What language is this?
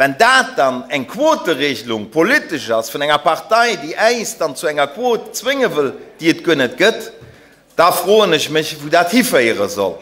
Luxembourgish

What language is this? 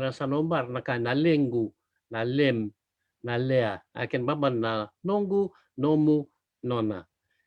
Fijian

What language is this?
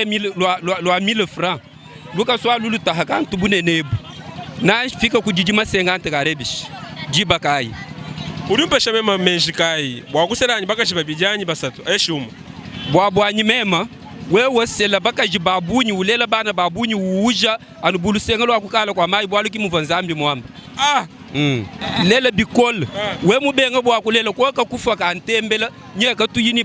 Luba-Lulua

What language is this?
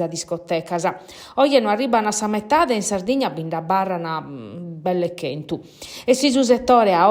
Sardinian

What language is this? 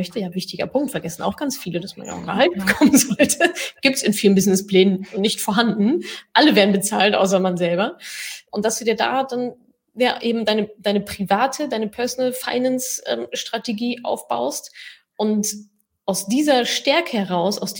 German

